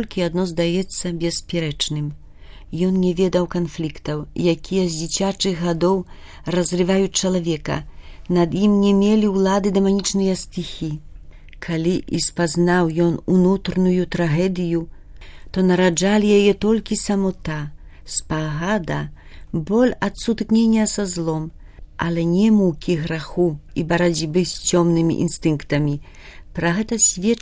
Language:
Belarusian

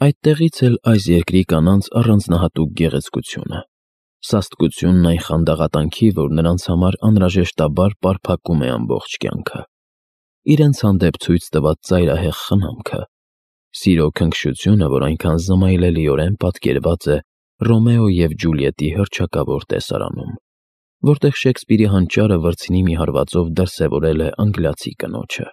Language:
Armenian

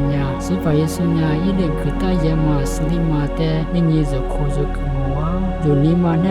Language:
Lisu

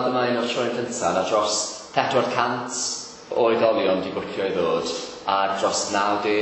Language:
Welsh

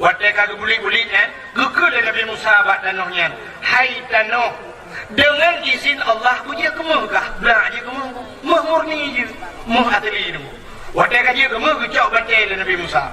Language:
Achinese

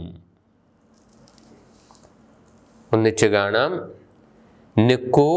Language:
Malayalam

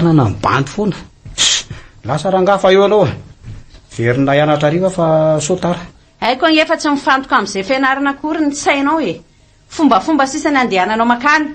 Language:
Malagasy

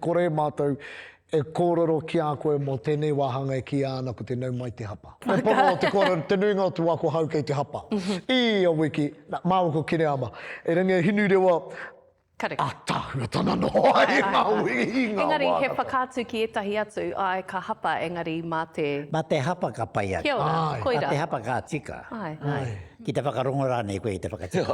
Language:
Māori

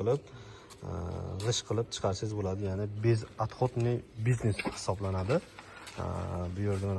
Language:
Uzbek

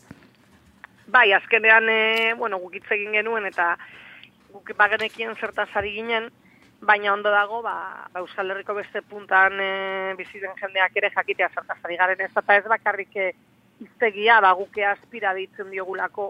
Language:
Basque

